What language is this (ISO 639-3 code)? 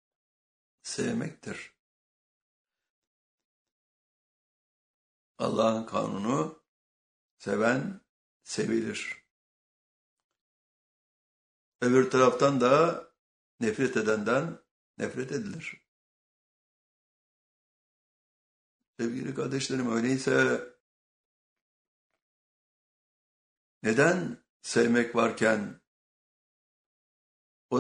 tur